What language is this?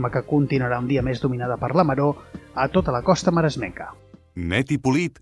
Catalan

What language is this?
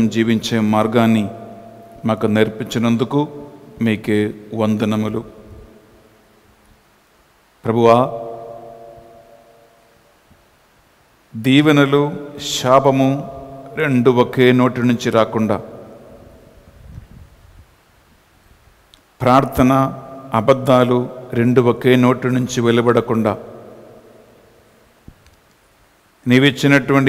Telugu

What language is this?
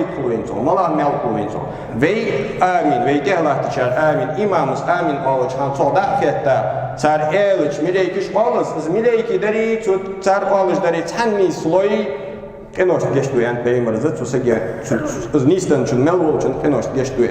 Ingush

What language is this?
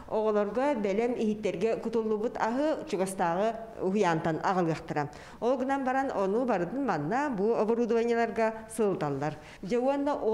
Yakut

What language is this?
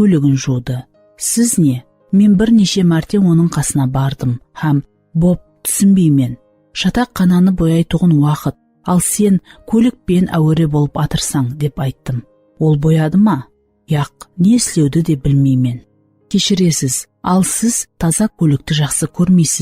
Kara-Kalpak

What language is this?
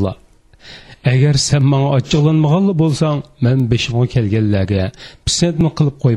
Uyghur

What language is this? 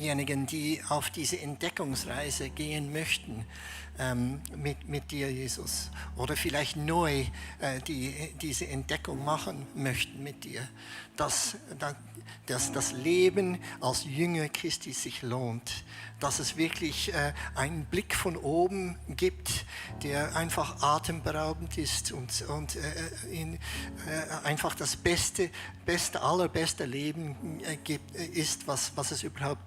Swiss German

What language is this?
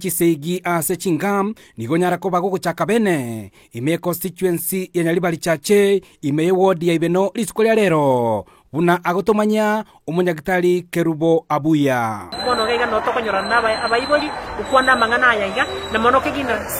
Gusii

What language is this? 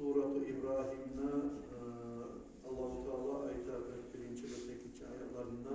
Kumyk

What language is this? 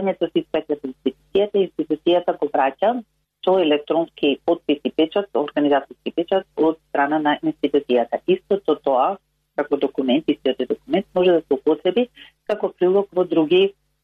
Macedonian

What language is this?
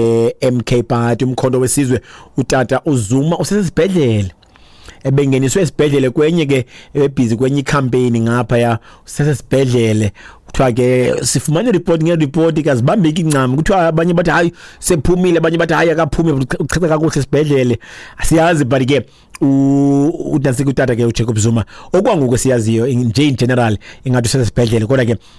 Xhosa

